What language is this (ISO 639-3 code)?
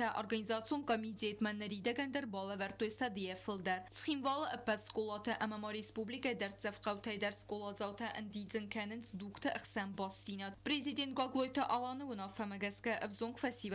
oss